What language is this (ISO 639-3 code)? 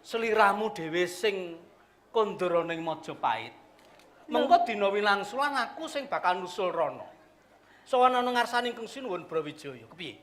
jav